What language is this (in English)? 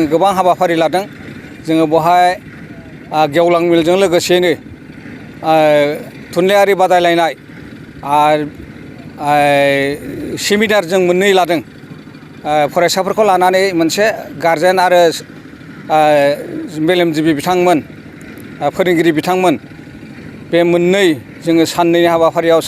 Bodo